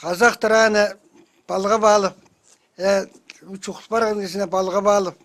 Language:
Khakas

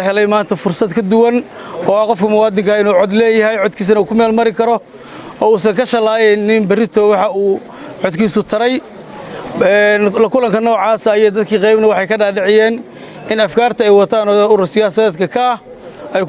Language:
Somali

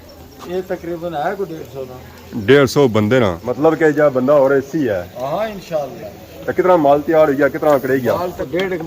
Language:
Pahari-Potwari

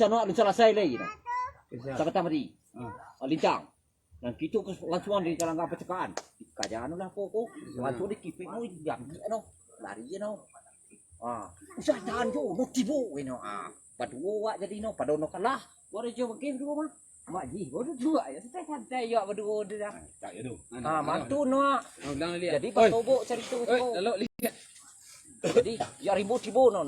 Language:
Minangkabau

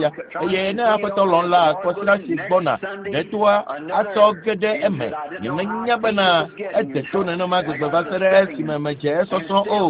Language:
Ewe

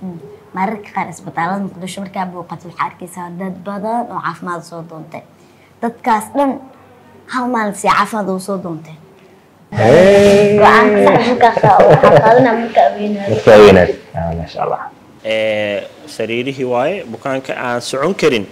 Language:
Somali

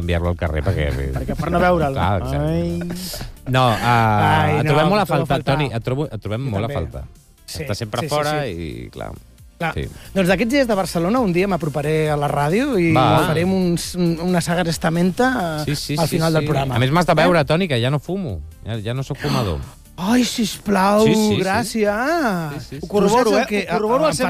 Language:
Catalan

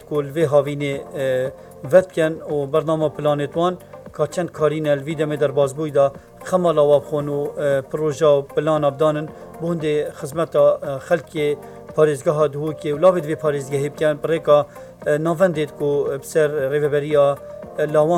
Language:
Kurdish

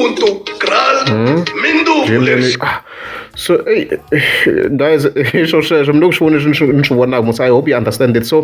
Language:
Tsonga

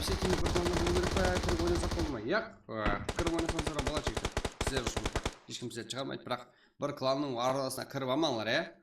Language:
Kara-Kalpak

